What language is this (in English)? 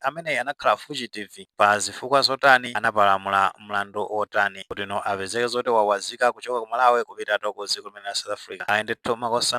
Nyanja